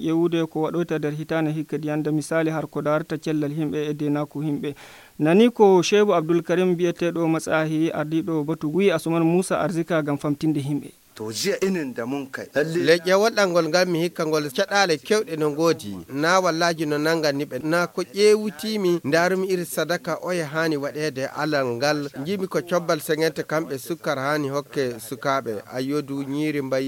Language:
Nigerian Fulfulde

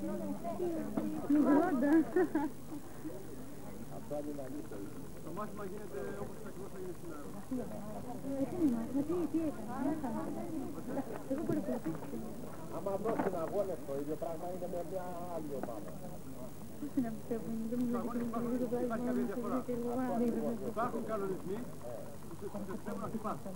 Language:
Greek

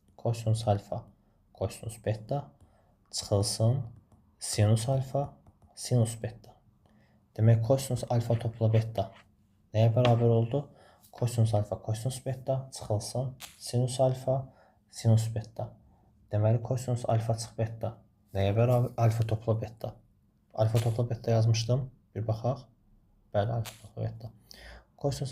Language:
Azerbaijani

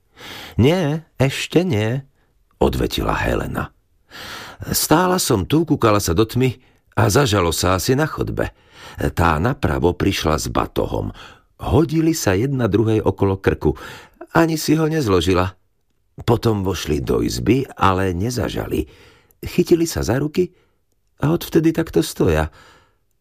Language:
Slovak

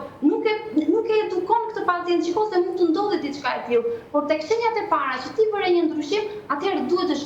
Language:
Albanian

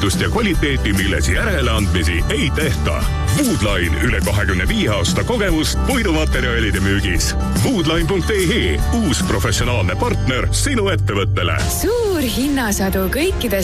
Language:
Estonian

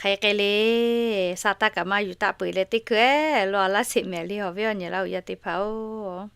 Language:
Lahu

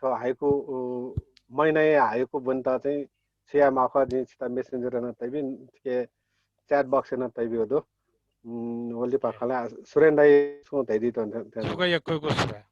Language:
Newari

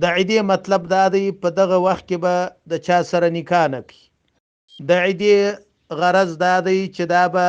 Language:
Pashto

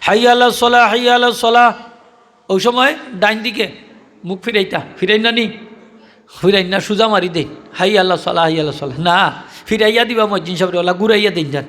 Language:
Sylheti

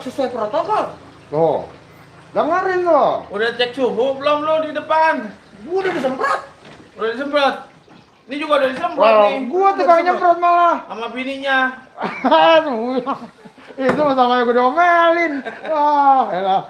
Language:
Betawi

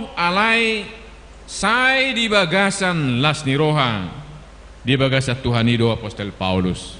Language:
Batak Toba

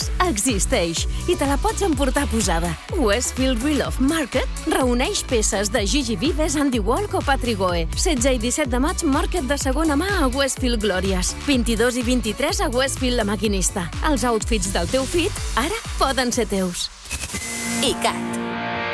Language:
Catalan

